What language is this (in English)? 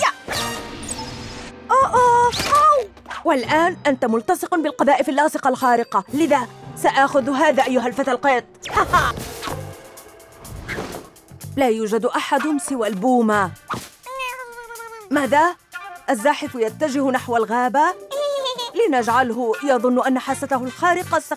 Arabic